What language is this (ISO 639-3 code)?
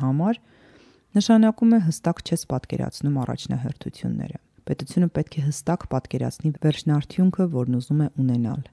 hye